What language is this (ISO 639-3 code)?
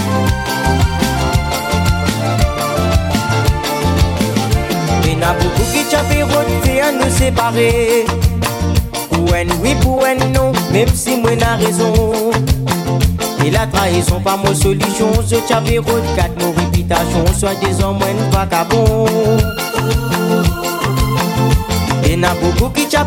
fra